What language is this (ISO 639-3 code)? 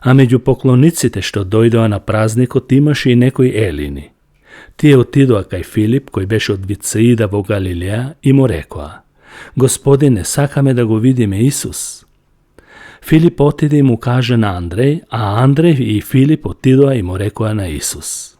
mkd